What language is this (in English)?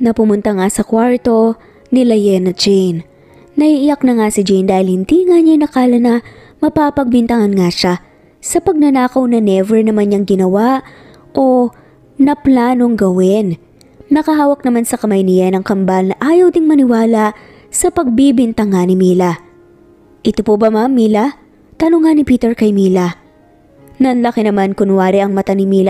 Filipino